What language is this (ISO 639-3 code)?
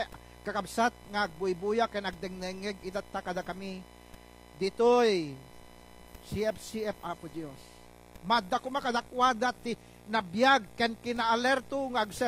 ilo